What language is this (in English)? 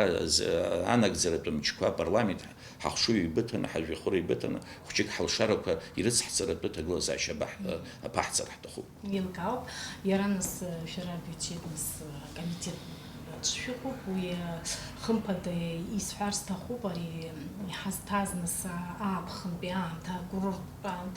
Abkhazian